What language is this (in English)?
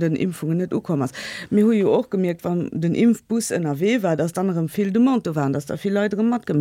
Luxembourgish